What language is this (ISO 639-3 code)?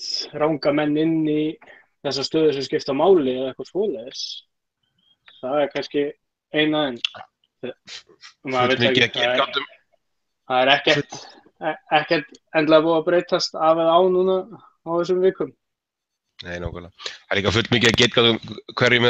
isl